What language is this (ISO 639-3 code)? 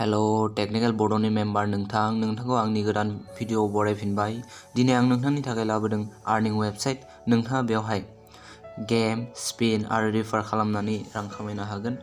brx